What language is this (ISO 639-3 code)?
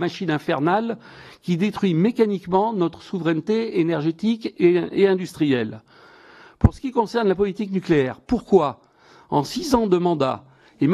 fra